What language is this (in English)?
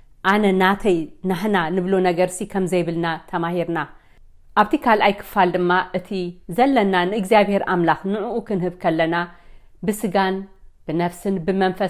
Tigrinya